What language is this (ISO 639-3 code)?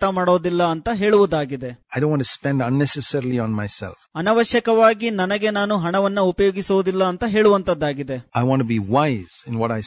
kan